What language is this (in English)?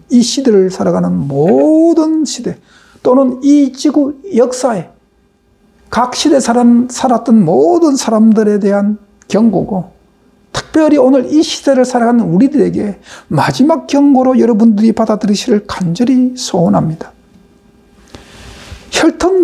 Korean